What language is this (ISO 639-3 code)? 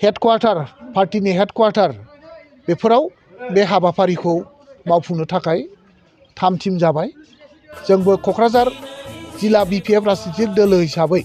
brx